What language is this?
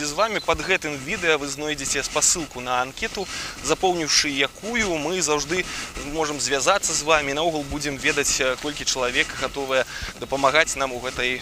Belarusian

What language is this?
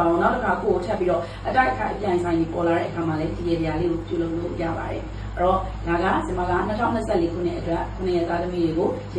Burmese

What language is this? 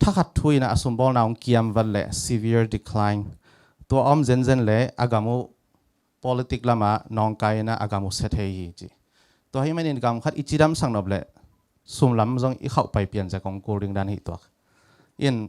Tedim Chin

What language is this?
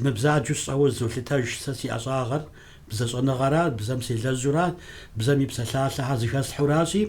Kabardian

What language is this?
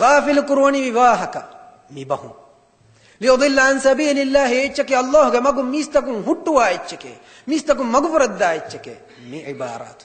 Divehi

